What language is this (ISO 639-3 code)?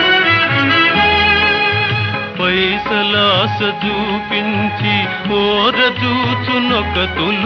tel